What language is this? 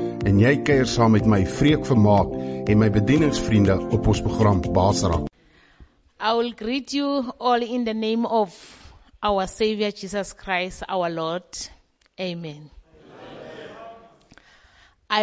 Afrikaans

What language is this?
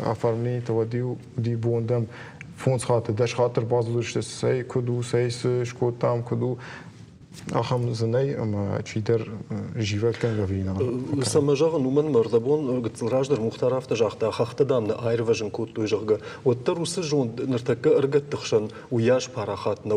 Ossetic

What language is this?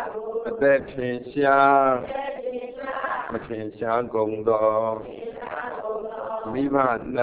Burmese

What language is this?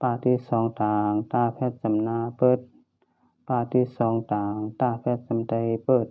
Shan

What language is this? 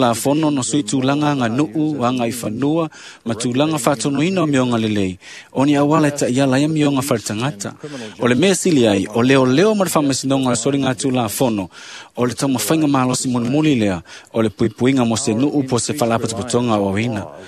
Samoan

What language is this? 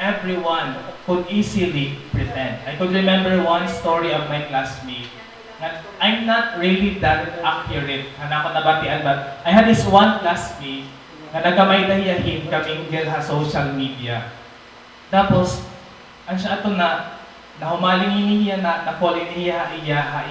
Waray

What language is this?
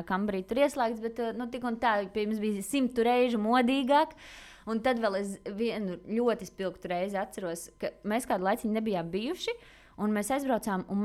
Latvian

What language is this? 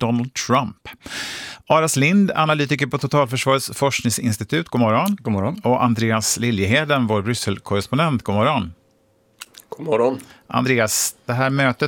Swedish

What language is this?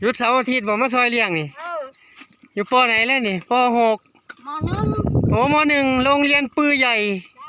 Northeastern Thai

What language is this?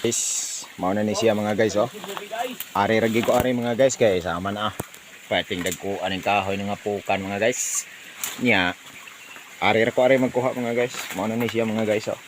Cebuano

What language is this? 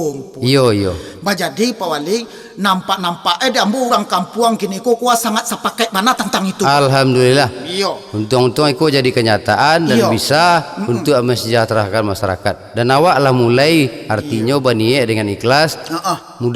Minangkabau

